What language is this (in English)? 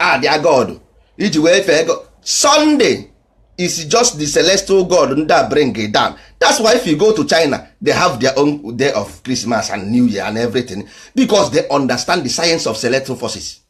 Igbo